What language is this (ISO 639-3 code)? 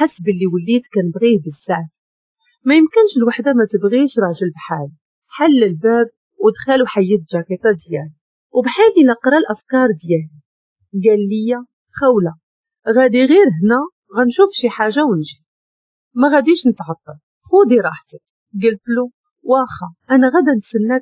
ary